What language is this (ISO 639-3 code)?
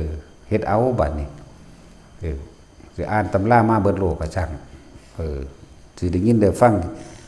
tts